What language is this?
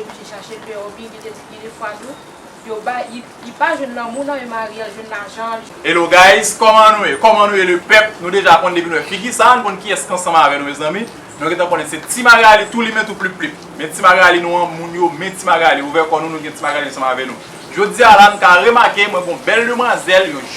Haitian Creole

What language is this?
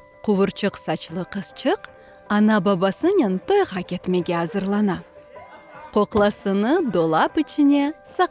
Crimean Tatar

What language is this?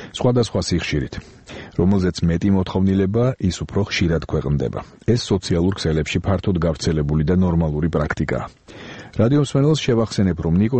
Georgian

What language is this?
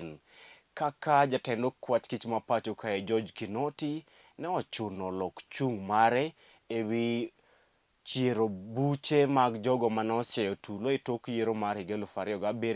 Luo (Kenya and Tanzania)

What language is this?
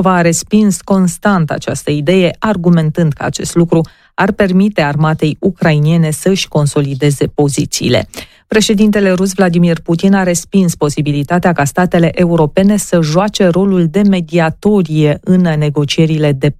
Romanian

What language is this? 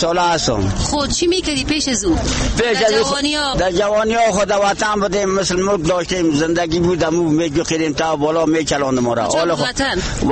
Persian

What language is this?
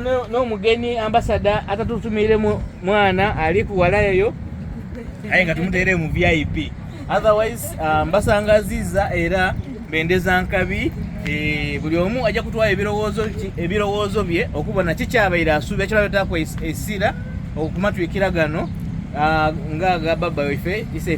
Soga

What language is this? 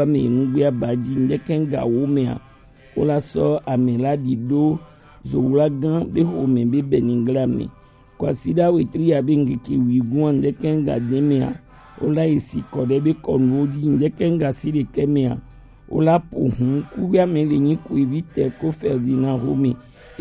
Gen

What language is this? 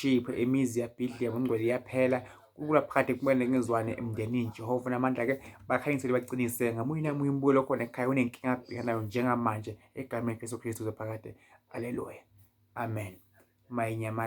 Zulu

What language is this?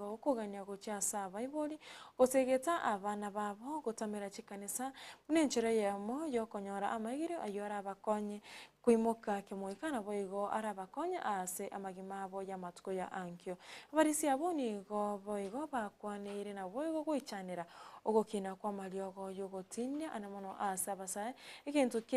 Gusii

